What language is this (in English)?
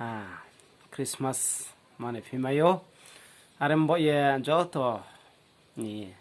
Riang (India)